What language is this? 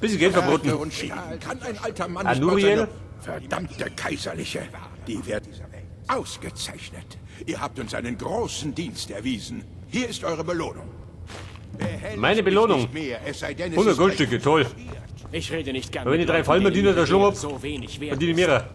Bavarian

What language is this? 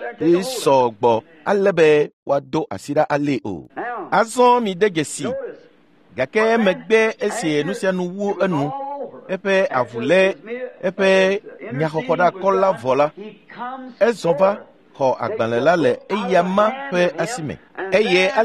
Ewe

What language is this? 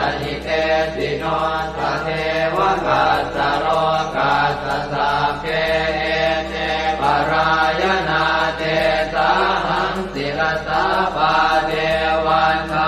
Pali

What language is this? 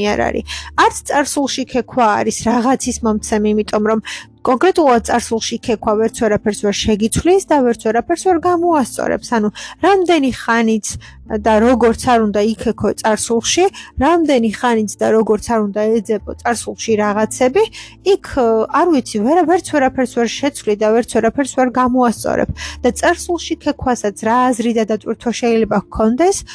Georgian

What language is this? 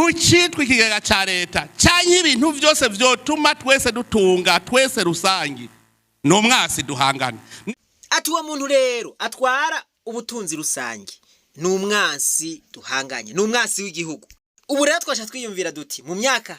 Rundi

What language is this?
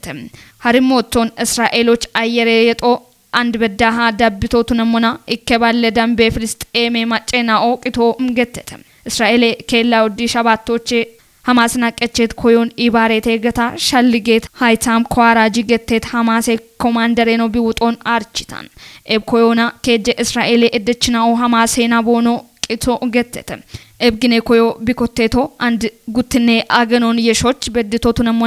Kafa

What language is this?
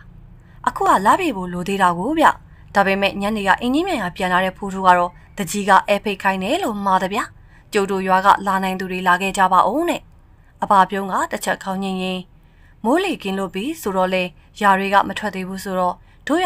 Burmese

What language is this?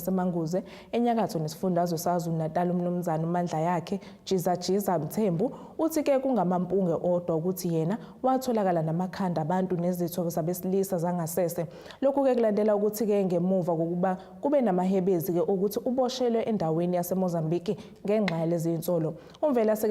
Zulu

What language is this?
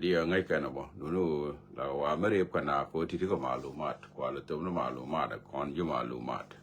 Nuer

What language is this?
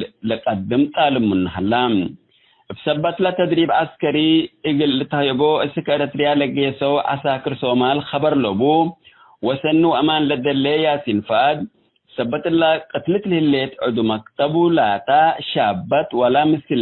Tigre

